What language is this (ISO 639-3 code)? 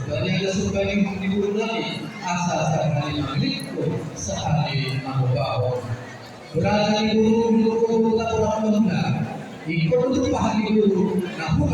bbc